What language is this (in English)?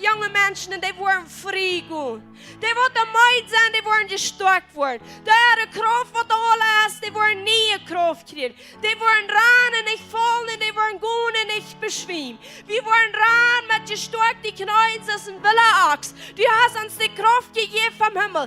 Plautdietsch